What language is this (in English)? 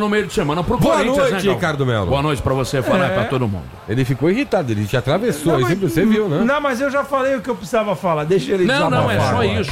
Portuguese